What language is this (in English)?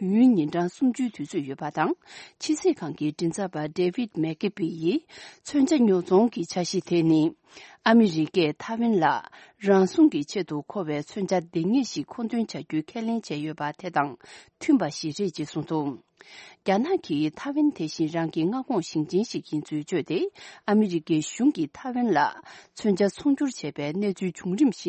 Tibetan